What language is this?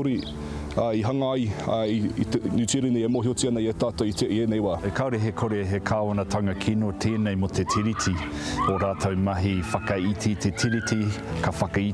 Māori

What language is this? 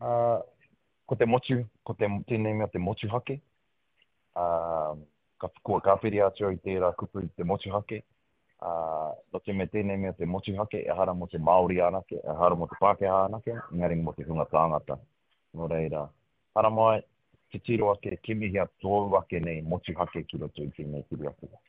Māori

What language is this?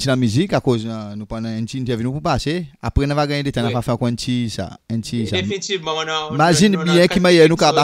Seselwa Creole French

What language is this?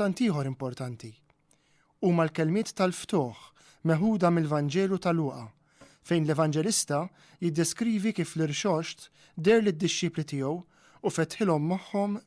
Maltese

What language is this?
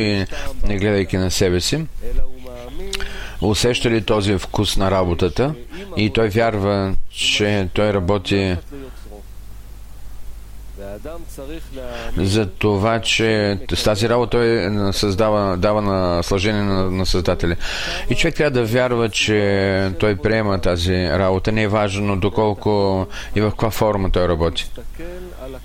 Bulgarian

